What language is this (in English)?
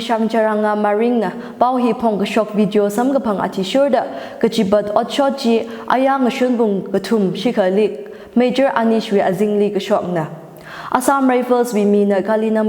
Tangkhul Naga (India)